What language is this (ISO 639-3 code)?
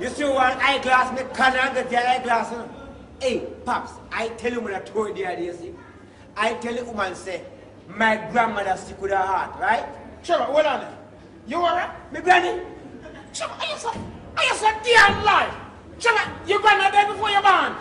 jam